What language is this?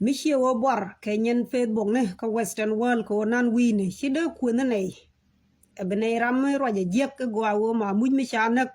Nuer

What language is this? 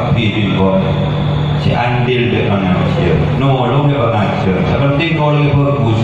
Madurese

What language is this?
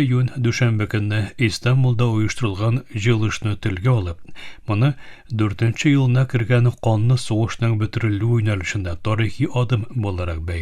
Tatar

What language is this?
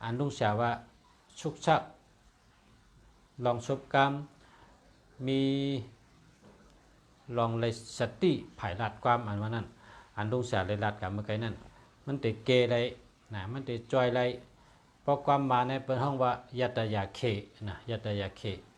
Shan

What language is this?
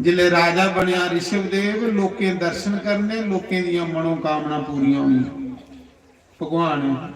Dogri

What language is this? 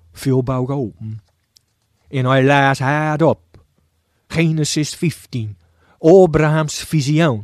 Gronings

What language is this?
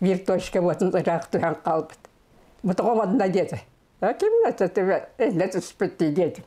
Yakut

